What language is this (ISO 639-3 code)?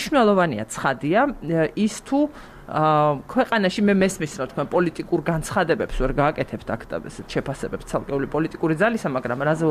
kat